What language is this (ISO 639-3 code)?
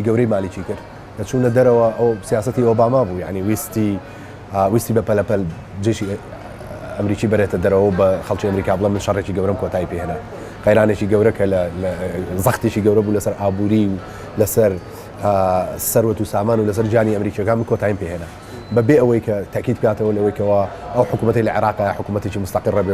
ckb